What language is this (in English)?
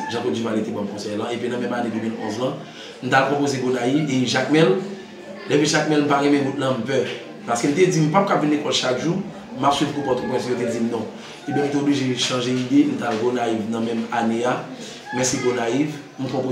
Haitian Creole